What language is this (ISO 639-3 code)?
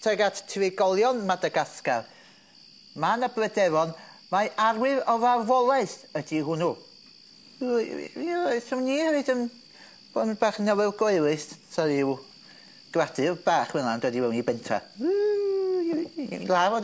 cym